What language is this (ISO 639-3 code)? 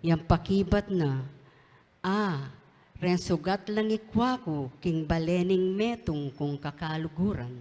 pam